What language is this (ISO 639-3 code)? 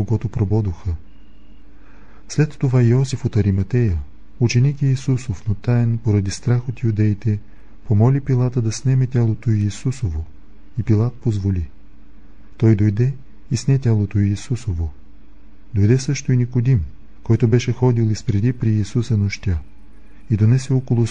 bul